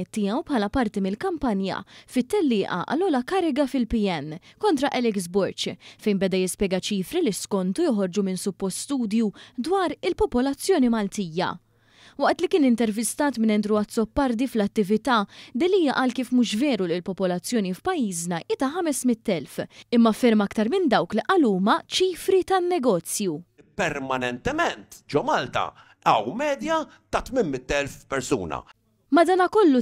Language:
Maltese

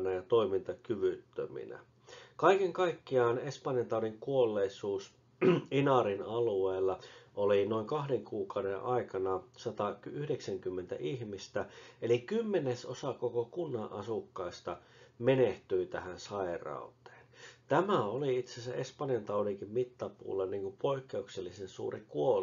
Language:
Finnish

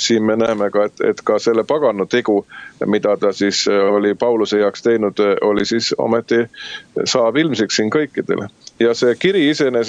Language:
Estonian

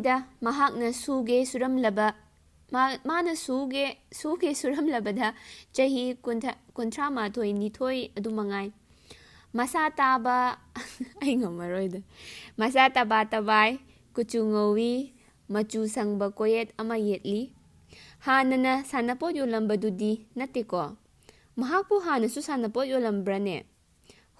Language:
Manipuri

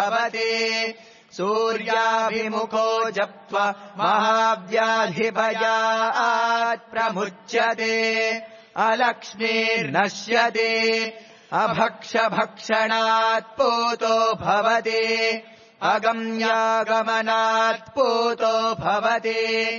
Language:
Sanskrit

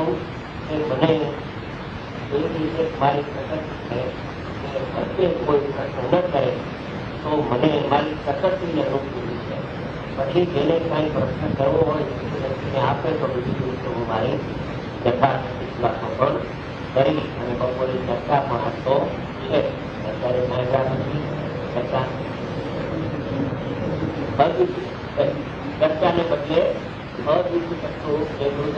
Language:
Gujarati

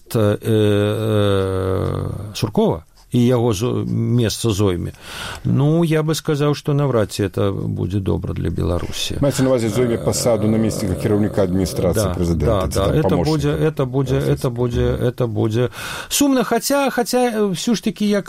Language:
Belarusian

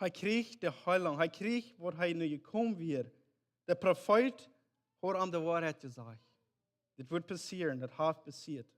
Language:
Plautdietsch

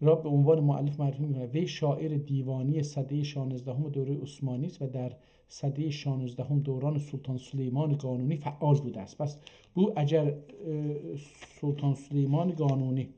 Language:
South Azerbaijani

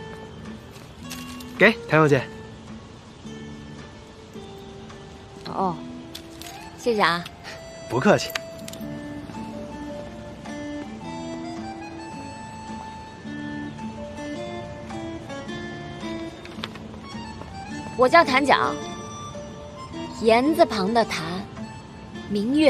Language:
Chinese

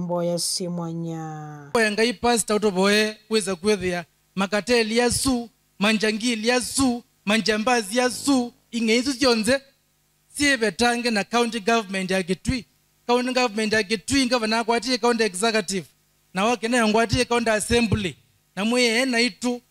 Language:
Kamba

